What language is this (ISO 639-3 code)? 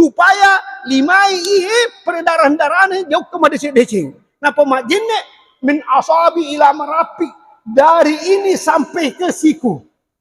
bug